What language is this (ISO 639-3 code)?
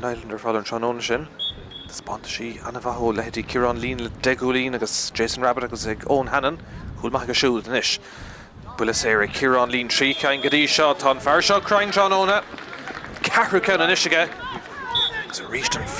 gle